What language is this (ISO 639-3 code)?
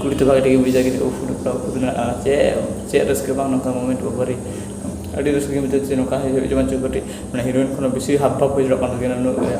sat